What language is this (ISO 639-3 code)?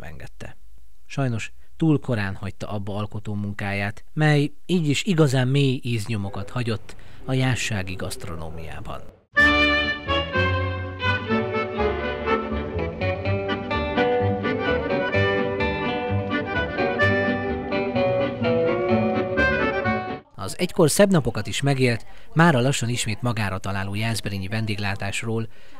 hun